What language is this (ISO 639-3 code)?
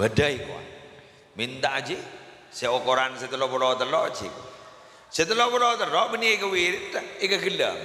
mad